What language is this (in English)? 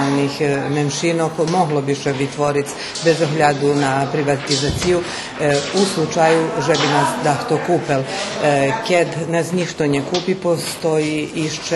Rusyn